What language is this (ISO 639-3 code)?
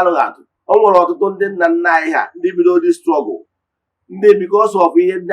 ibo